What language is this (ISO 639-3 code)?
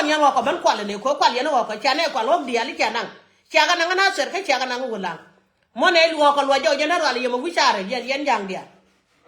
nus